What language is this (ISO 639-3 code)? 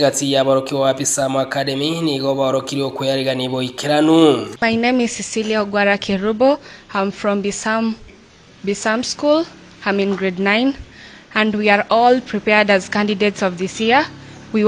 guz